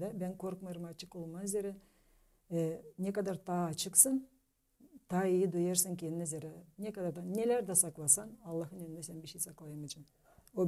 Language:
Gagauz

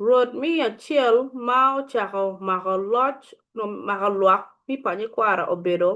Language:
Acoli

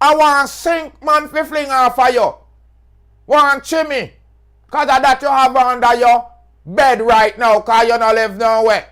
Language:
Jamaican Creole English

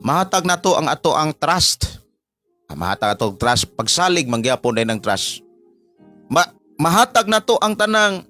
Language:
Cebuano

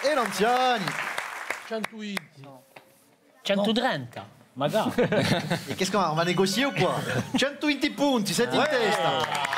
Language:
Corsican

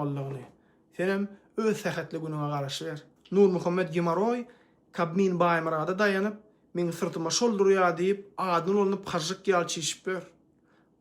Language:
Turkmen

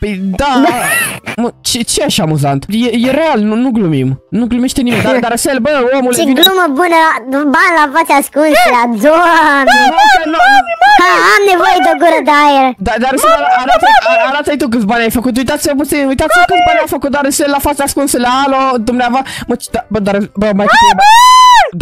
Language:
Romanian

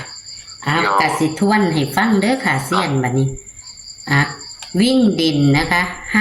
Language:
Northeastern Thai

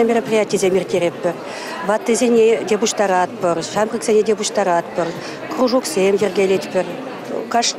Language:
Chuvash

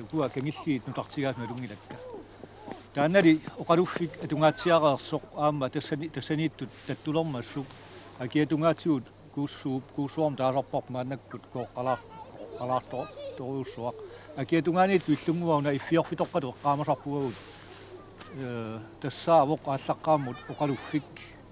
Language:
Kalaallisut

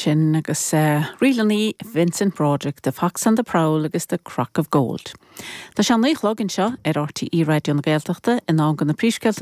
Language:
Irish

